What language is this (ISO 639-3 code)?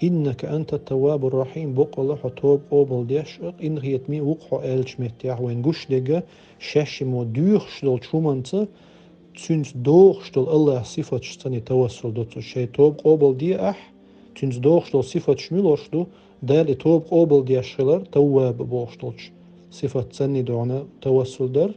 che